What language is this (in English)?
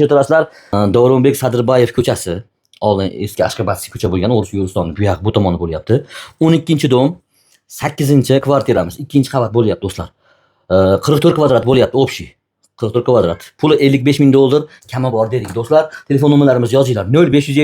Uzbek